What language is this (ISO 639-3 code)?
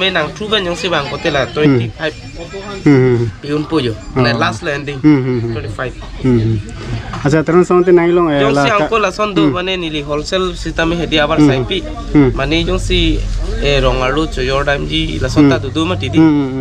mjw